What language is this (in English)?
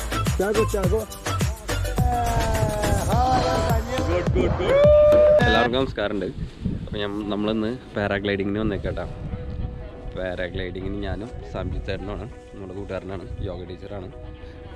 Malayalam